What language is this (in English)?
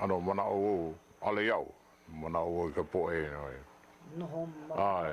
Hawaiian